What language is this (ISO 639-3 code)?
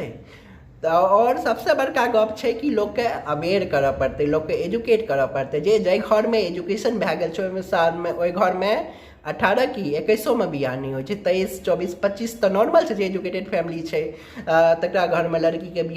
mai